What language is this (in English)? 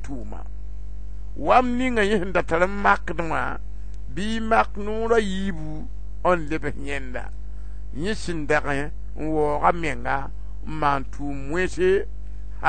Mossi